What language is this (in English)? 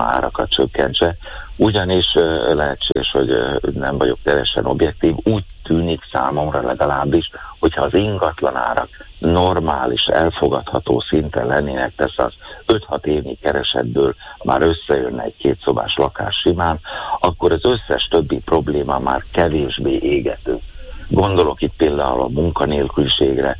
Hungarian